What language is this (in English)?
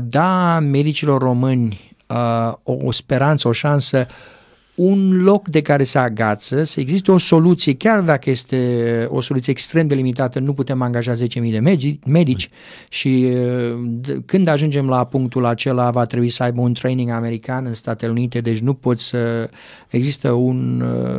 Romanian